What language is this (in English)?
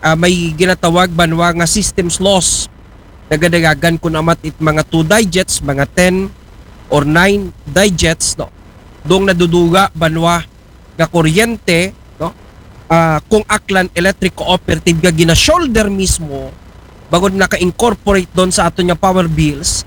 Aklanon